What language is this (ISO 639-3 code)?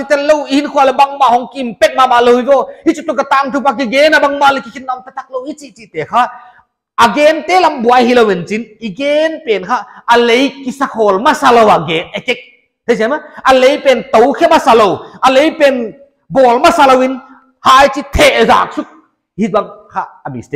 pck